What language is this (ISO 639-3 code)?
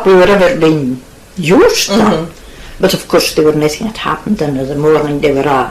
sco